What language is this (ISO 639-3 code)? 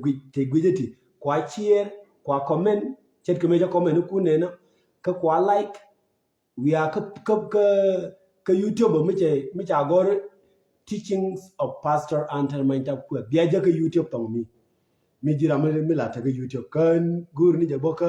nus